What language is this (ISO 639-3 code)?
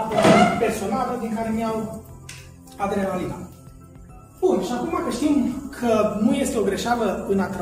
ron